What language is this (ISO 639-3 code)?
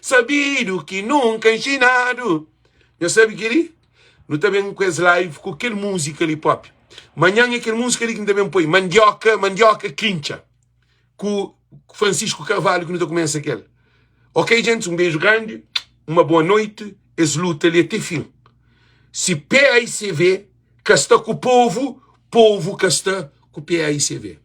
kea